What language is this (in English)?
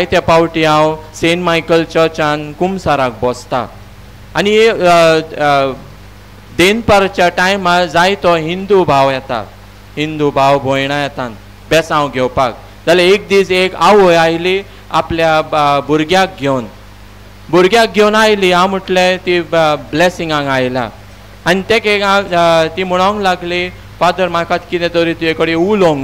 Konkani